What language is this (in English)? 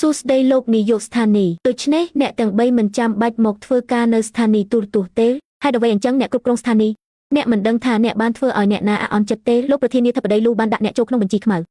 Khmer